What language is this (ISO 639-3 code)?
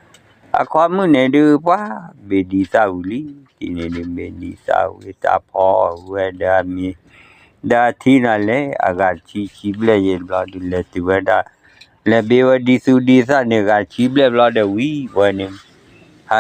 ksw